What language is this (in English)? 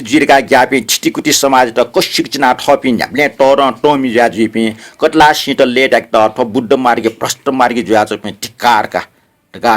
Newari